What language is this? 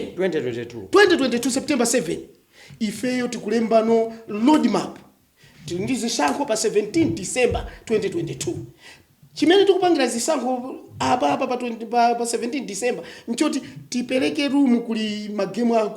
Nyanja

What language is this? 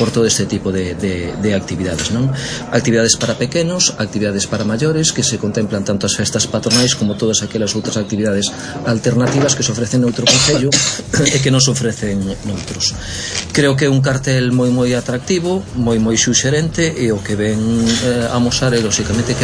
Galician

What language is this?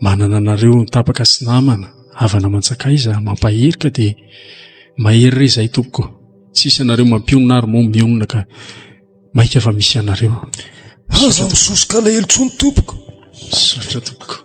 Malagasy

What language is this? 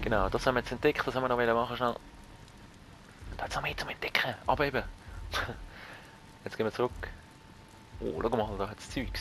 Swiss German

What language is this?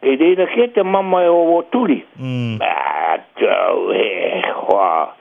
Māori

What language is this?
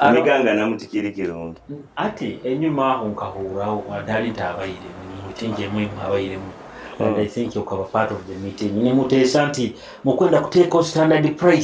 Nyoro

